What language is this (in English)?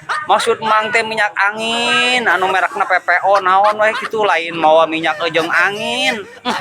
Sundanese